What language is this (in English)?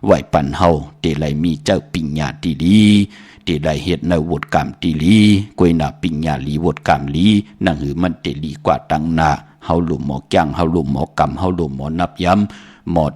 Shan